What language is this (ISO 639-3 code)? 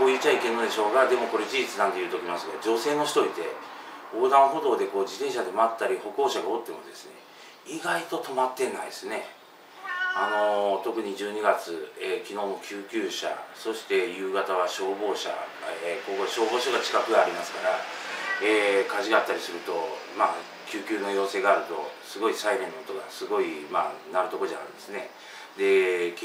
jpn